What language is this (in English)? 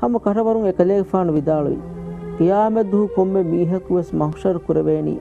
Divehi